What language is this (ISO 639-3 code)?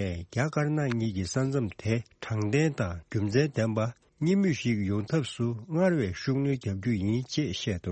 bod